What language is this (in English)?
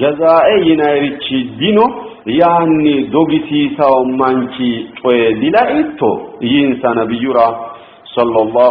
Sidamo